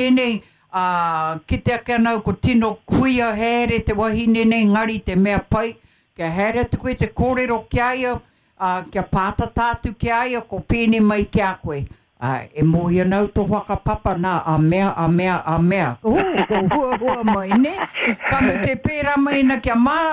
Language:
Māori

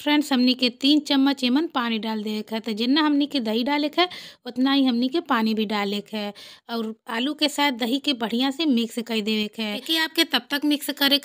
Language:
Bhojpuri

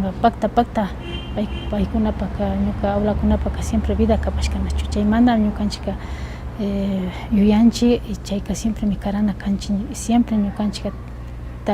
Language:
Imbabura Highland Quichua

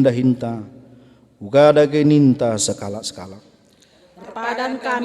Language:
Batak Karo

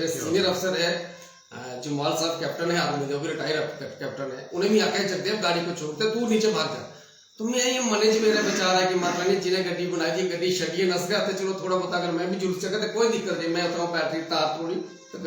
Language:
Dogri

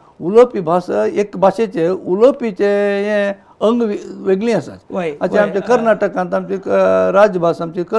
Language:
Konkani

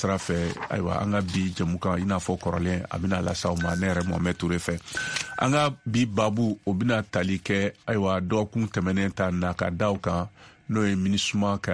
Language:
Bambara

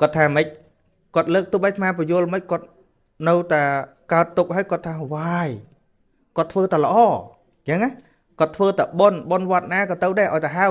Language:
Khmer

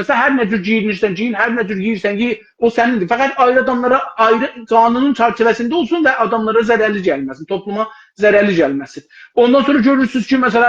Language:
South Azerbaijani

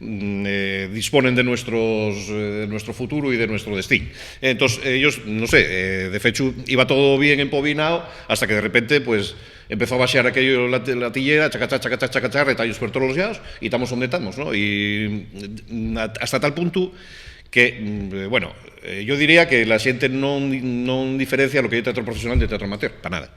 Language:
Asturian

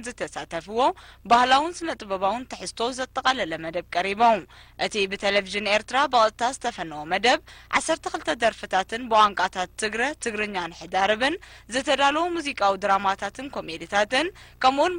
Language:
Tigrinya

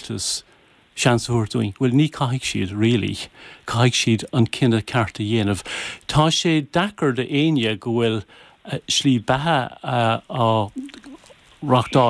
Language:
Irish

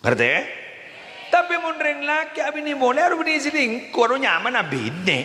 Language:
Madurese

